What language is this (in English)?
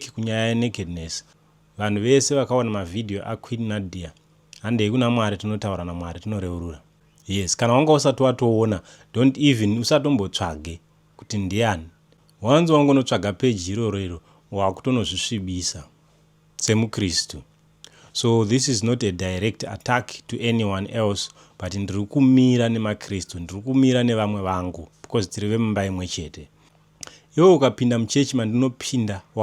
Shona